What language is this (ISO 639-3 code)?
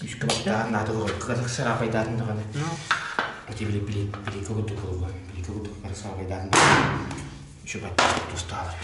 sah